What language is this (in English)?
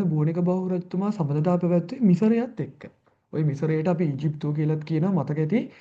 Sinhala